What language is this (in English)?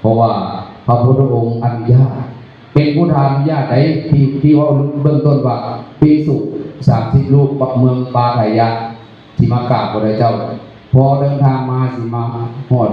Northeastern Thai